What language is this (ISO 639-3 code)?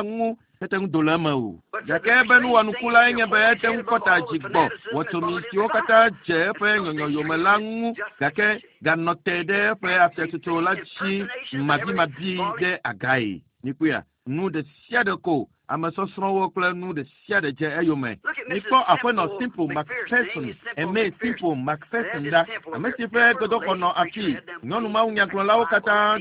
ewe